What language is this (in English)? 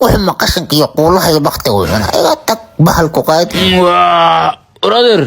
Somali